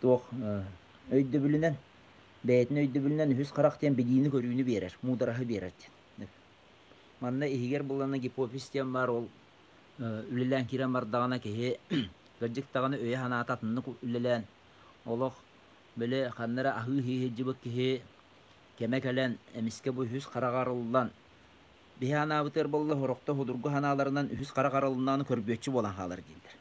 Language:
Yakut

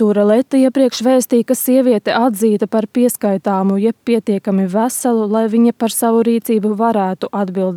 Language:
Latvian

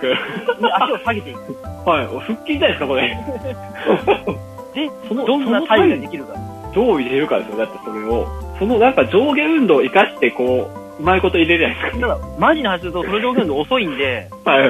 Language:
Japanese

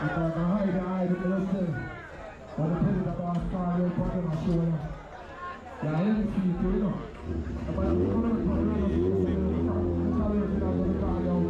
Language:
Jamaican Creole English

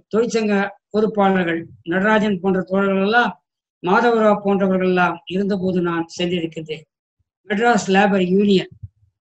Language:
Tamil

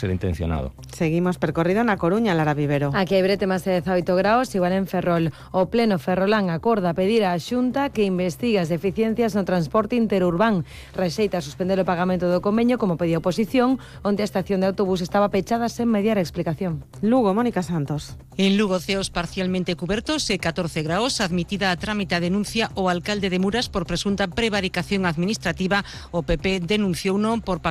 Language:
Galician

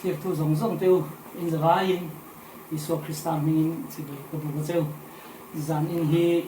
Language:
Falam Chin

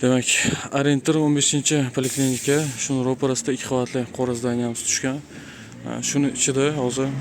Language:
Uzbek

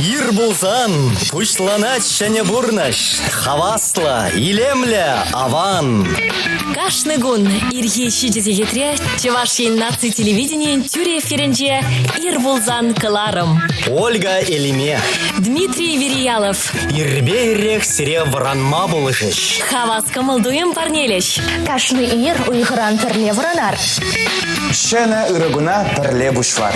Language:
Chuvash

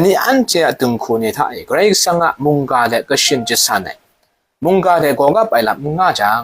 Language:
Kachin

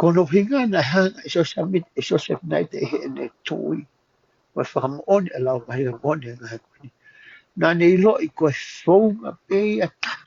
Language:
Tongan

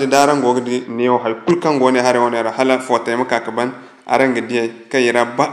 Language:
Zarma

